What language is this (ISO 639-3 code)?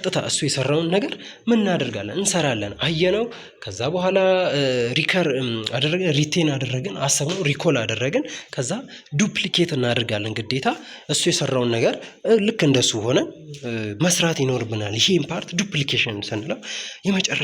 amh